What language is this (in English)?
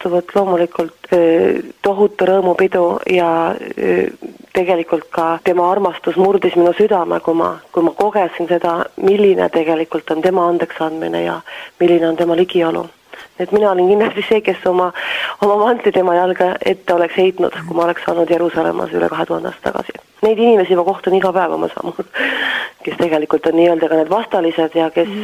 Estonian